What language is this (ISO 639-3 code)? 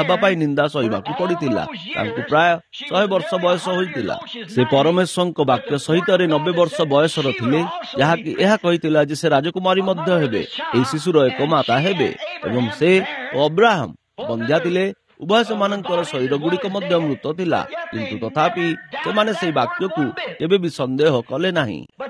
ori